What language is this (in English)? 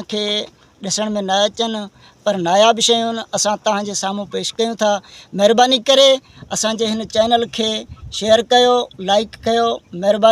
Sindhi